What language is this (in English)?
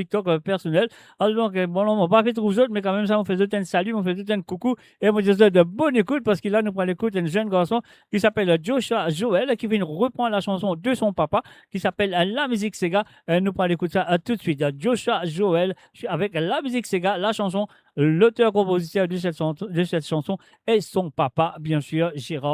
Morisyen